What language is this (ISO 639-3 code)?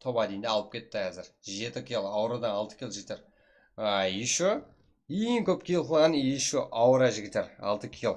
kaa